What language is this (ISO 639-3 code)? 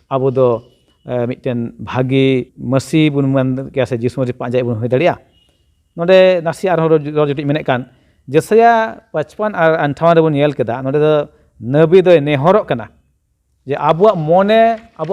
sat